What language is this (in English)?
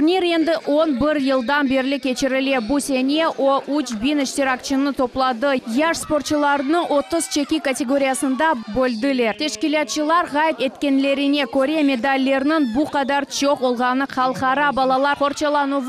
Crimean Tatar